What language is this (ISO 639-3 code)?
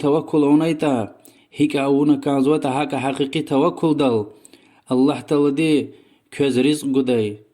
lez